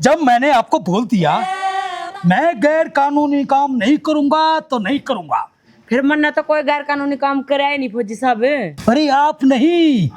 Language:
Haryanvi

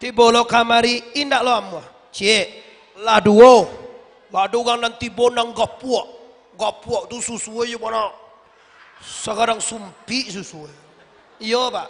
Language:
Minangkabau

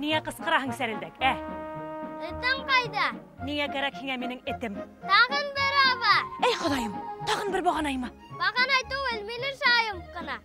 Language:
Bashkir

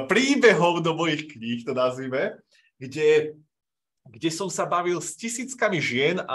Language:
Slovak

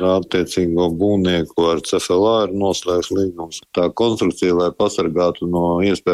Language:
Latvian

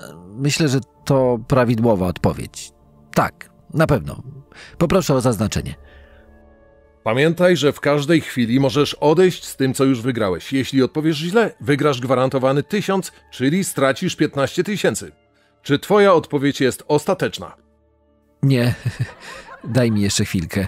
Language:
Polish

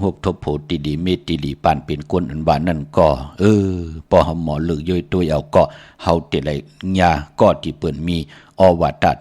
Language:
Shan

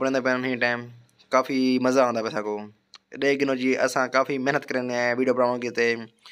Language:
Saraiki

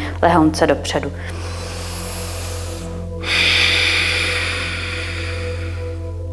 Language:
Czech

